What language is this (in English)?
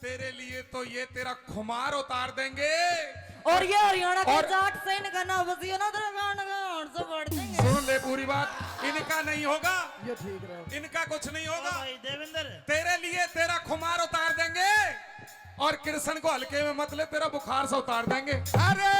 Haryanvi